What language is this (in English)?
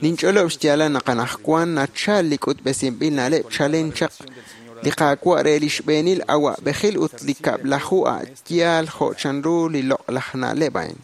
Kekchí